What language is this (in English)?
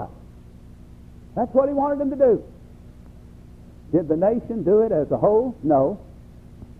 English